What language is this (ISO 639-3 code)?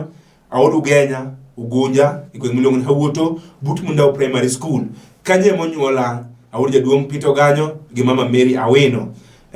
luo